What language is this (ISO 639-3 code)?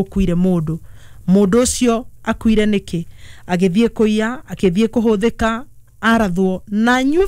kik